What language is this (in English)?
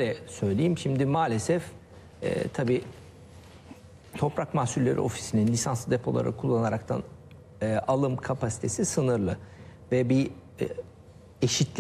Turkish